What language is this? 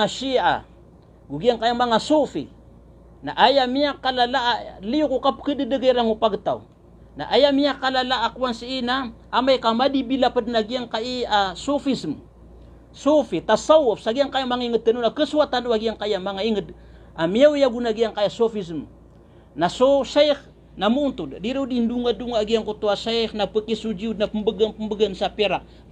Maranao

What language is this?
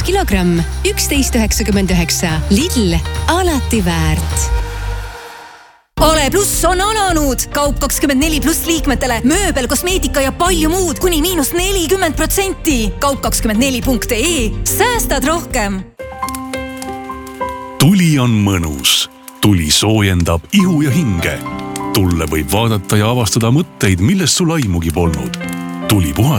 Estonian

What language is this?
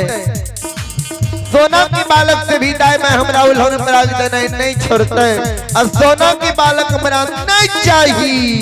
Maithili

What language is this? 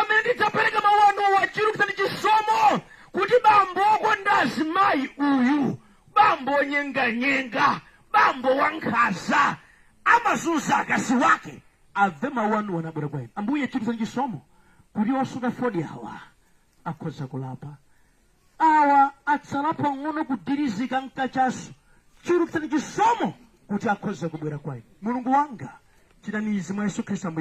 Nyanja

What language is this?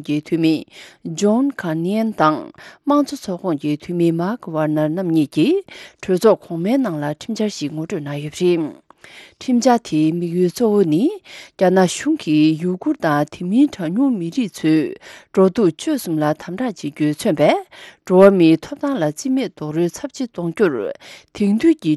Tibetan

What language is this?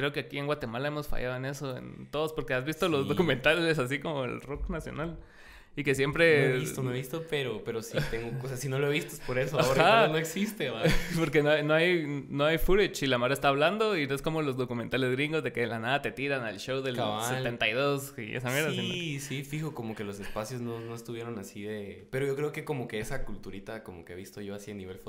Spanish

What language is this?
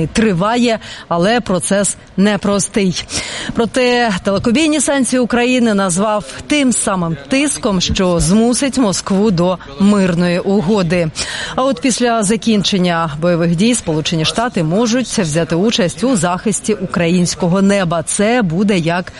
Ukrainian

